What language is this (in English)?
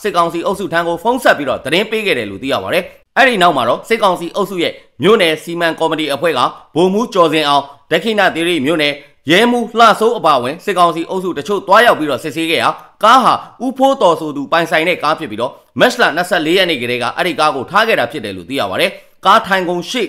Burmese